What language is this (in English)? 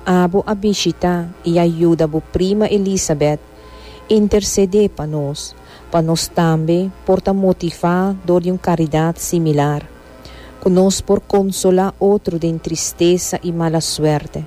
Papiamento